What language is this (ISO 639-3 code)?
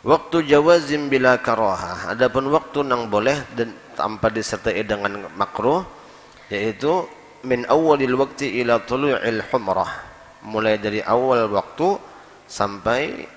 bjn